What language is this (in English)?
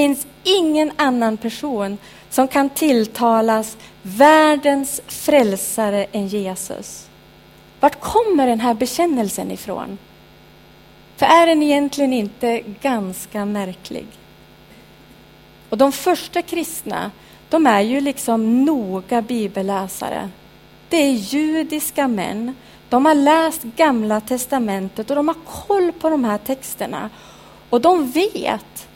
Swedish